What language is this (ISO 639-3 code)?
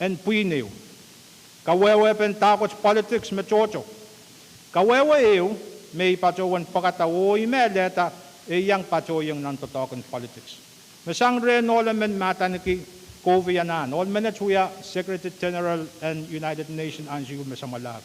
pon